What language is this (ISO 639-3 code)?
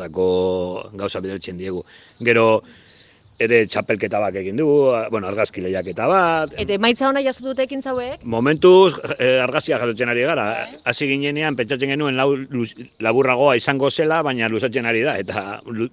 eus